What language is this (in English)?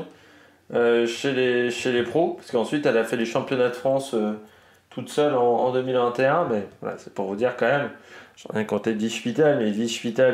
French